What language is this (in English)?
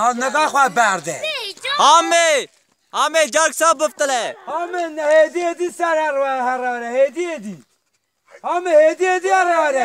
Kurdish